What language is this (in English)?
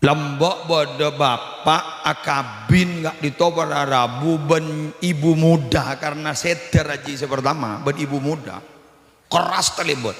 Madurese